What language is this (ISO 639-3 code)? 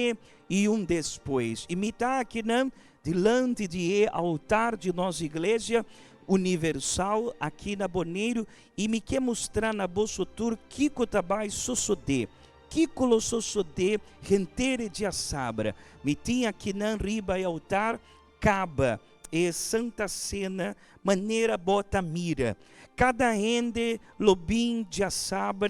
pap